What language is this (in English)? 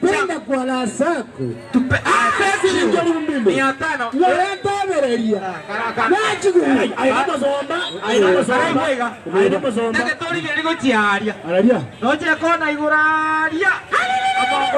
Gusii